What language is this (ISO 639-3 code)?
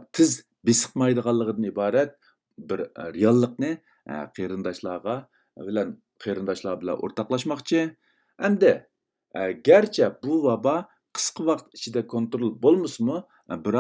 uig